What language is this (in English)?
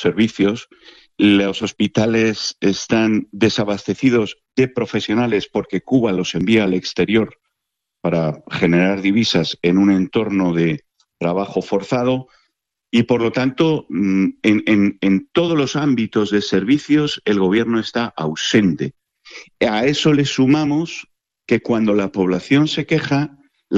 Spanish